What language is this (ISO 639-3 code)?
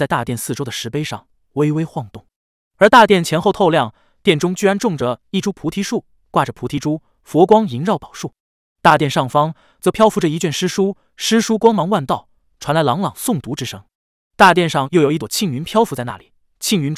zho